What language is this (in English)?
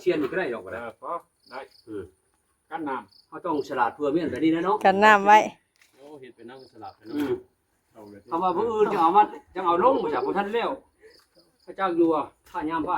Northeastern Thai